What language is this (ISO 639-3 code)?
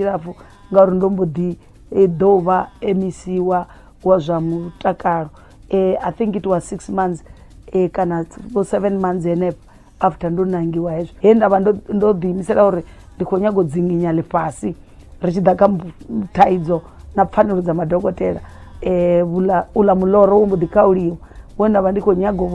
ven